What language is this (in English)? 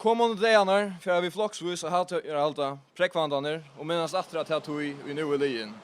Faroese